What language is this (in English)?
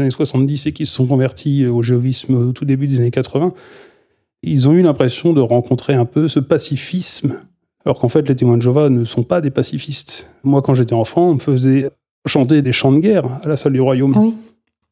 French